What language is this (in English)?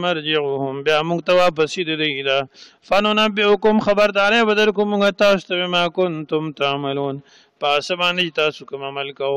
Pashto